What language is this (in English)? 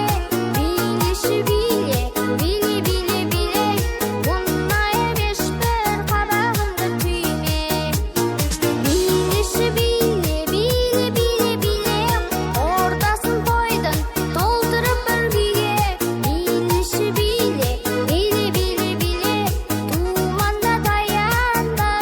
Kara-Kalpak